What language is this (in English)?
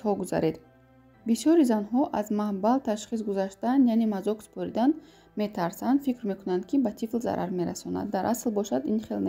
Tajik